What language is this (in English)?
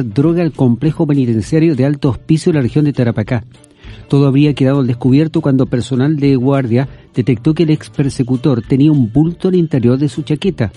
Spanish